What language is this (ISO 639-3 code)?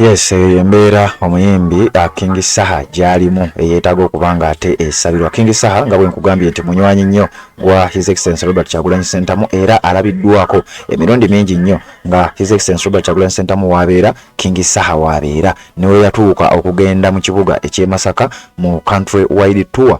lug